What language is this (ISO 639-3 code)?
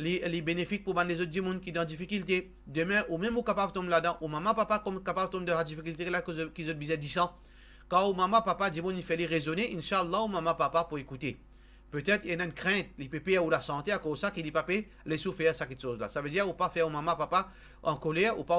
mfe